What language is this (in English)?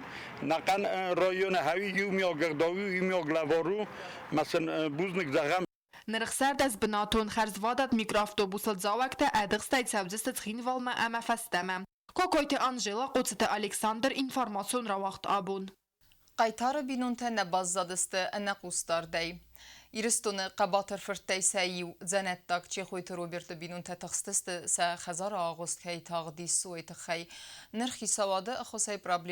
Ossetic